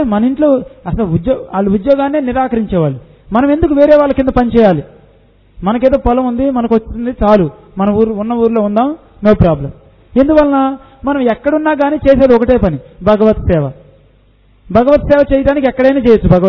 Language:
Telugu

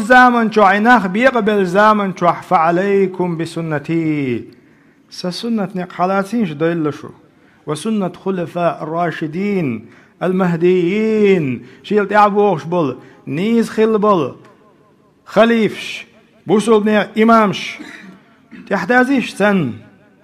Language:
Chechen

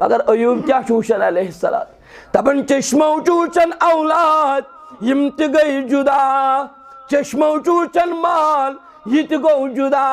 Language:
Kashmiri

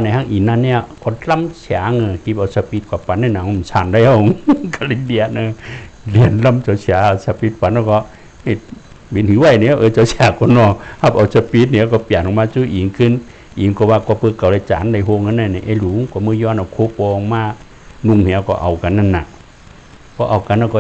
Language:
Shan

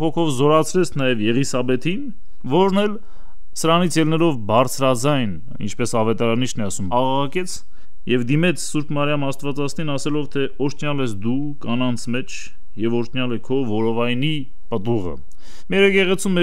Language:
Armenian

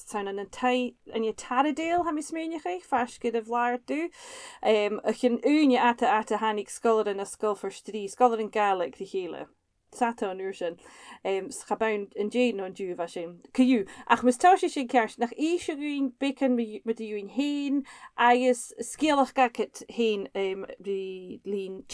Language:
Scottish Gaelic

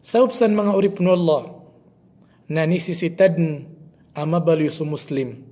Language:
Maranao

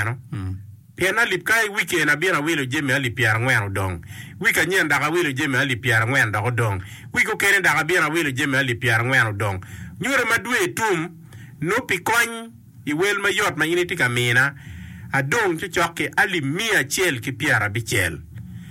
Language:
Acoli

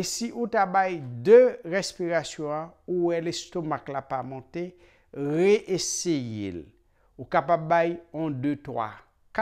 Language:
Haitian Creole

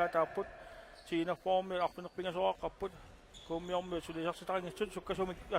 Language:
Kalaallisut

